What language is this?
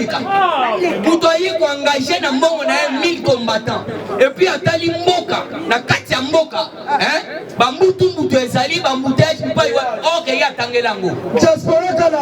Lingala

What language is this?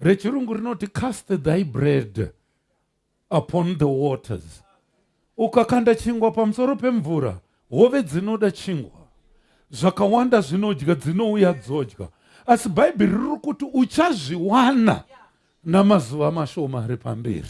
Shona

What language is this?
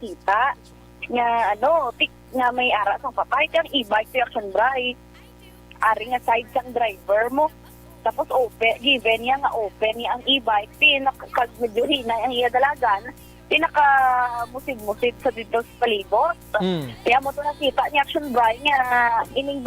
Hiligaynon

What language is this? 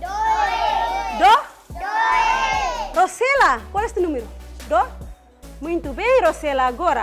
Tetum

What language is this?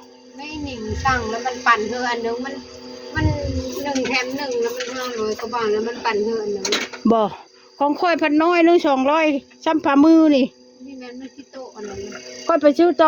Northeastern Thai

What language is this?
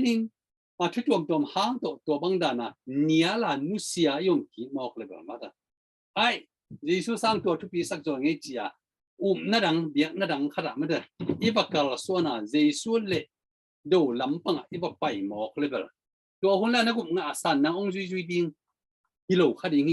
Tedim Chin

